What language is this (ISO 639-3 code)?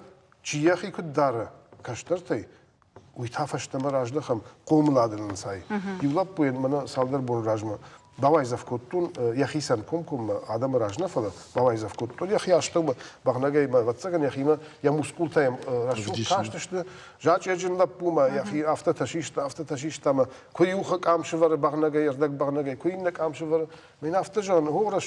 oss